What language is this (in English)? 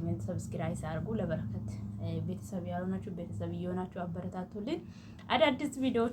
Amharic